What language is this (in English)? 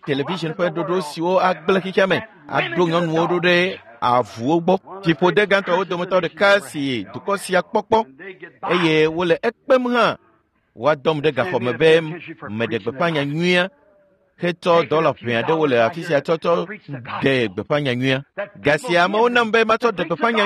Ewe